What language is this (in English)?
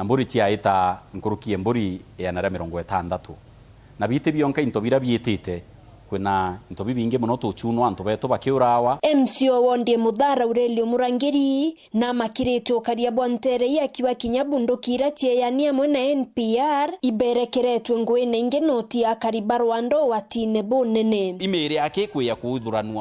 Meru